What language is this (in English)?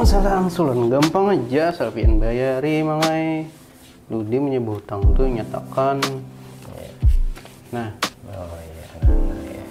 Banjar